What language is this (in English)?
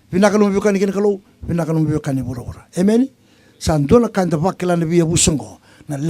Fijian